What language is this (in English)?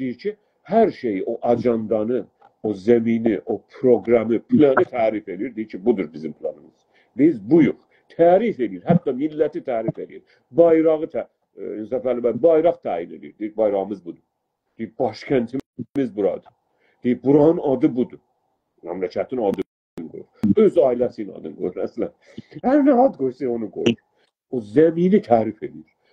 South Azerbaijani